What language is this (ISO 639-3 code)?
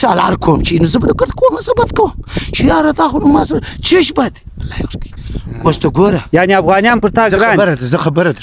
pus